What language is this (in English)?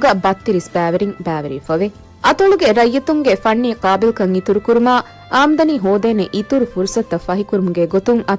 Divehi